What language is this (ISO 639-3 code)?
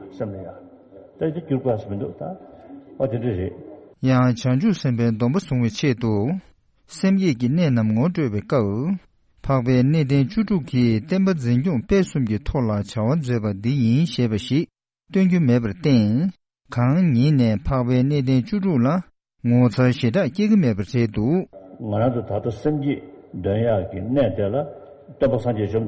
bod